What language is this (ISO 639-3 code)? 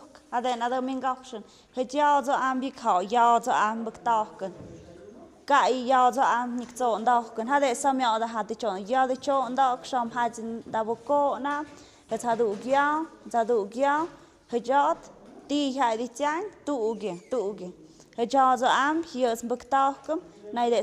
mxp